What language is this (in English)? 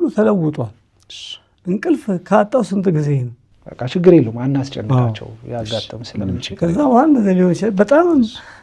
Amharic